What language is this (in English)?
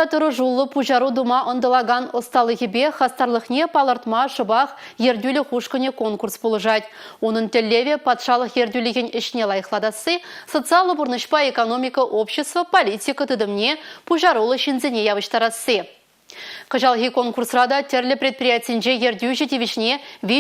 Chuvash